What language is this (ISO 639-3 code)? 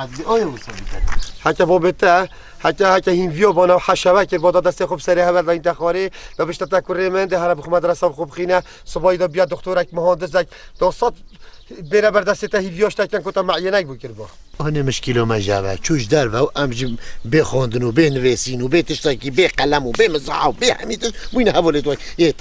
kur